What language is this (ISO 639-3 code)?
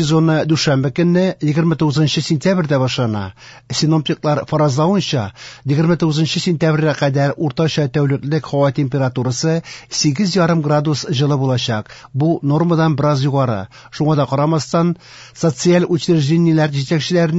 tat